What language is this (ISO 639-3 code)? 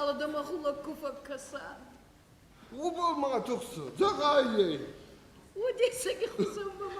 oss